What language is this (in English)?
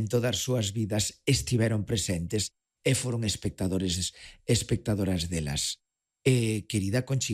Galician